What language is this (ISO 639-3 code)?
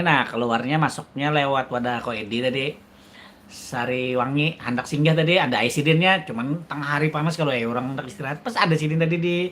bjn